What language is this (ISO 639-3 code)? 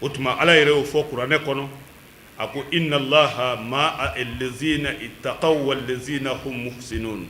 bam